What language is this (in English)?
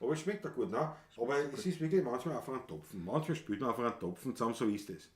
Bavarian